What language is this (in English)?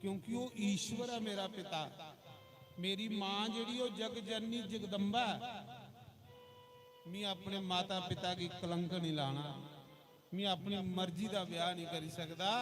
Dogri